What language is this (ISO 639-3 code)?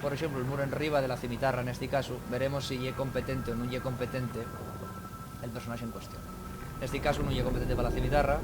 ast